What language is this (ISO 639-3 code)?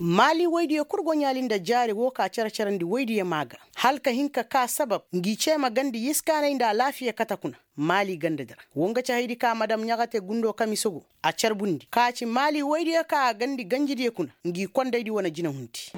ses